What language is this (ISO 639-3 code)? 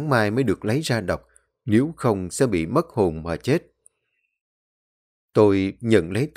vie